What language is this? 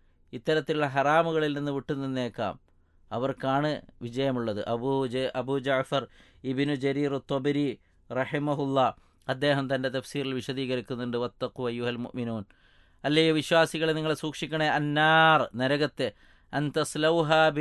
Malayalam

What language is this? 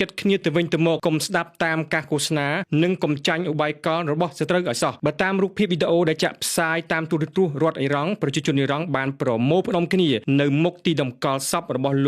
Khmer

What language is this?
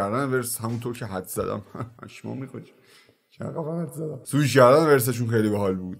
Persian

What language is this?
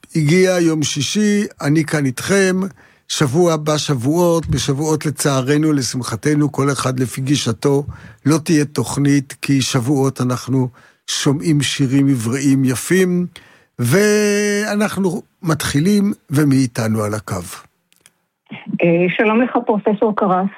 Hebrew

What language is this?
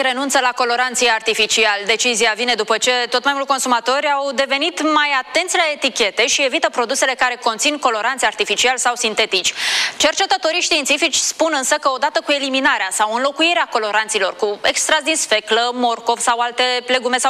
Romanian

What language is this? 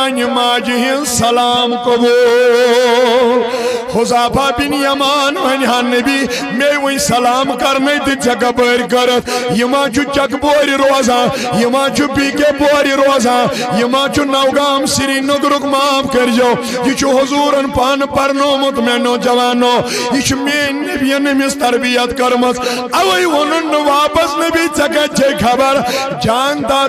Kashmiri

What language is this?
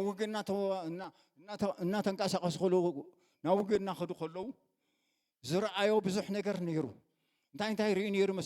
Tigrinya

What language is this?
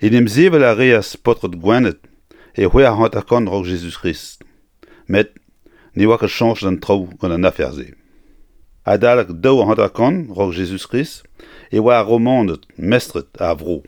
Breton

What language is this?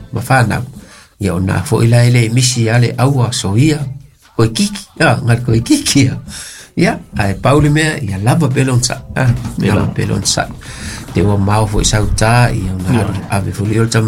Samoan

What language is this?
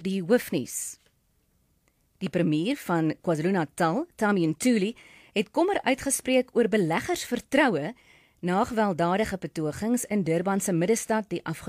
Afrikaans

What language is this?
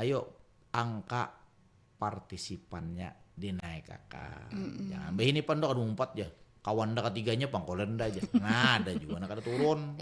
Banjar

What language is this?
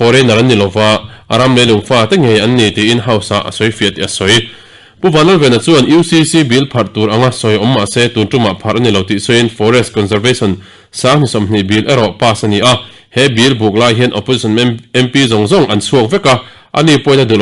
Mizo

